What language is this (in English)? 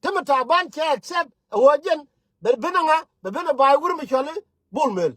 Nuer